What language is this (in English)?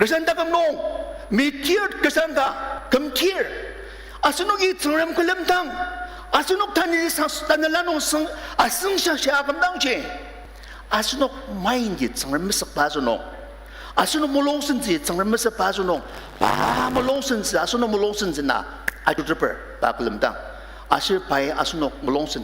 Ao Naga